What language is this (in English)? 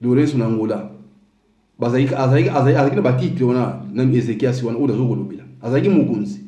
Lingala